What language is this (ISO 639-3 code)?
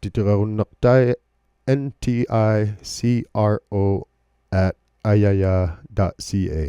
iku